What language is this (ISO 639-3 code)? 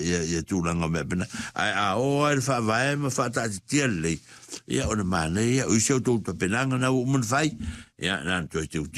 smo